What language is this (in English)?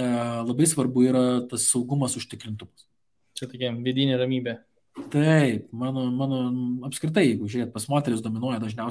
Lithuanian